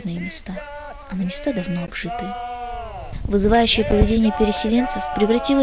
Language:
Russian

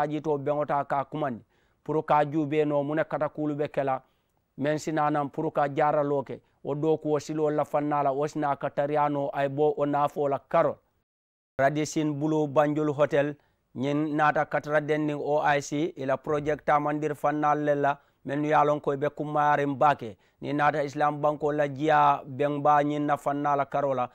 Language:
Mandingo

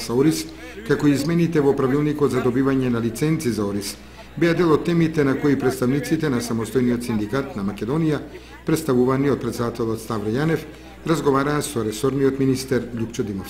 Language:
Macedonian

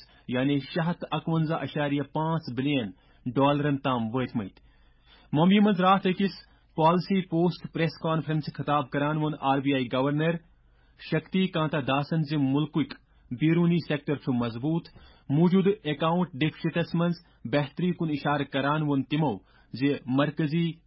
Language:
Kashmiri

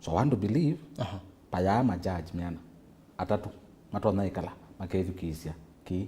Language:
Kamba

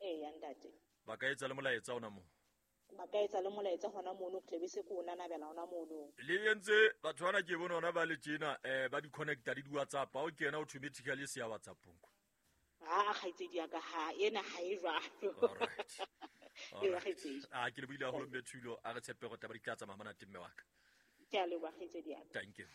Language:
Southern Sotho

